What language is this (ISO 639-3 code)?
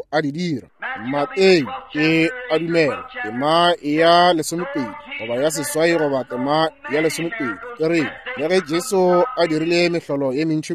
nso